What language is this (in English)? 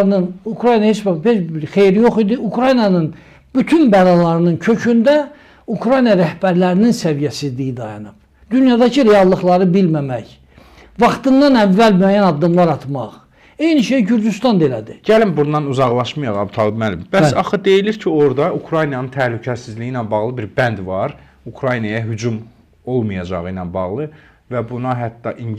Azerbaijani